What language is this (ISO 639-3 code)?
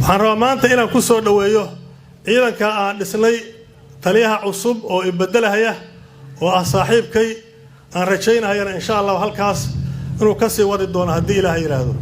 som